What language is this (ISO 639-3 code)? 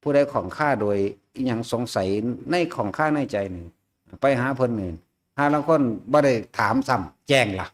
lao